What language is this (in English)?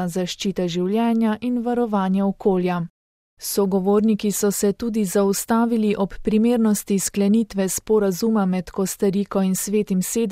Slovenian